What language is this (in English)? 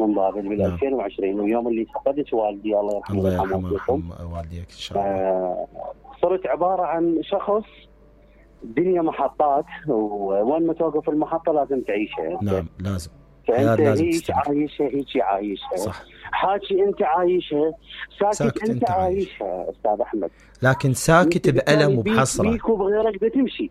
Mesopotamian Arabic